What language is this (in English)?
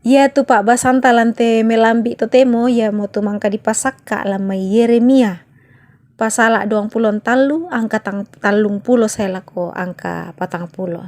Toraja-Sa'dan